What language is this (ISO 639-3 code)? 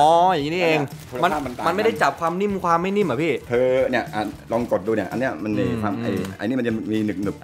tha